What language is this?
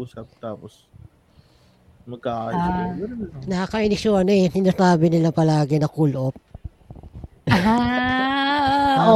Filipino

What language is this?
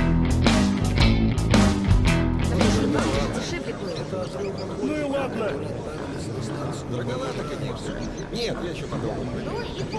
Russian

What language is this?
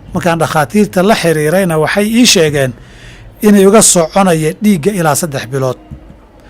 Somali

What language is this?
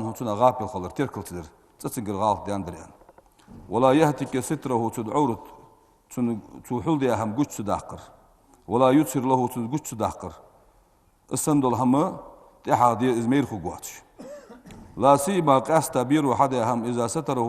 Ingush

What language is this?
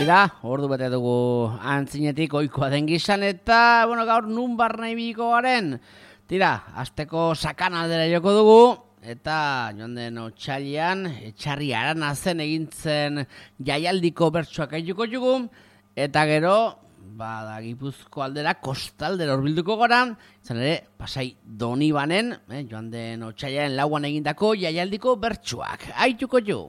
Basque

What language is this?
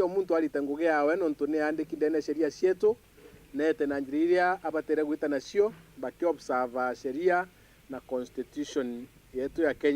Meru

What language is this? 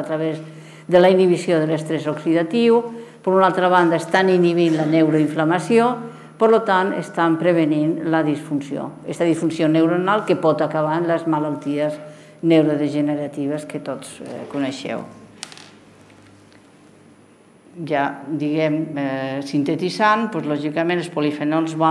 Catalan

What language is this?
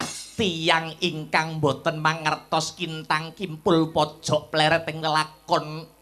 Javanese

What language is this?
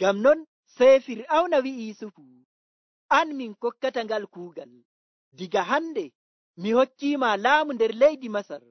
Nigerian Fulfulde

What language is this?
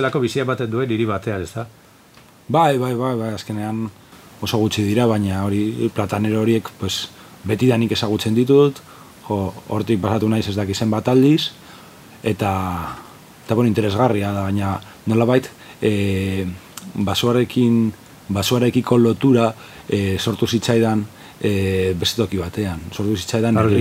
Basque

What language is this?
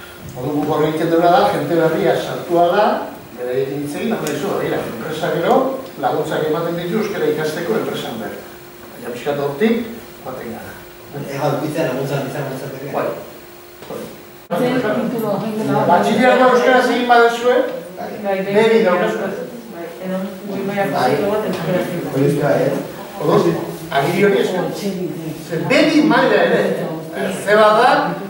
Basque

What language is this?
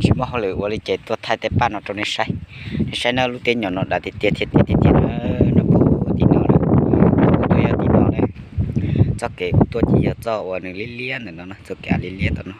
Hmong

